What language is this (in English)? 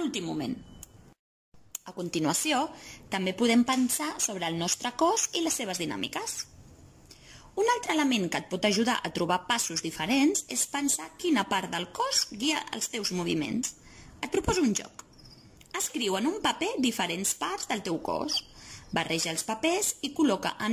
Catalan